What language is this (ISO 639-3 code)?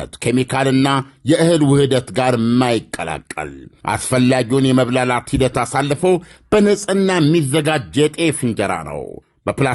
amh